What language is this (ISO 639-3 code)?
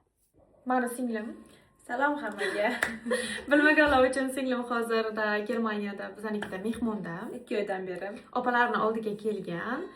uzb